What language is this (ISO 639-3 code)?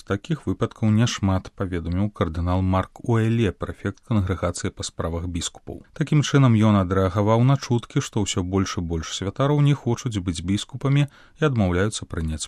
bel